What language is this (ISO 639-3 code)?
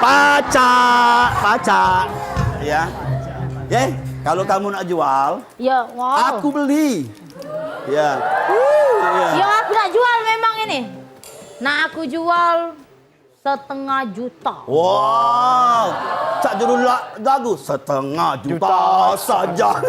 mui